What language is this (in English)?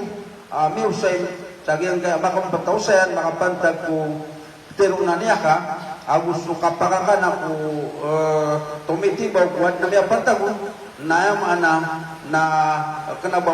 Maranao